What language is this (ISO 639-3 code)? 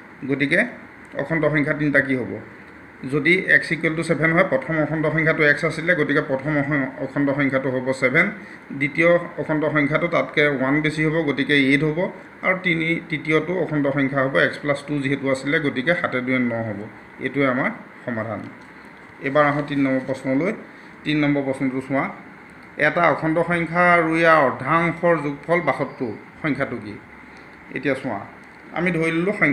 asm